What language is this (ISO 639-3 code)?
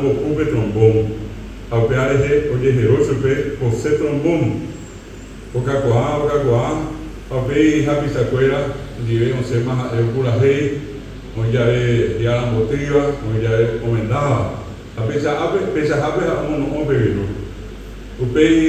grn